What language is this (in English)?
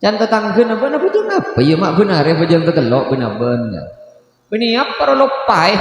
Madurese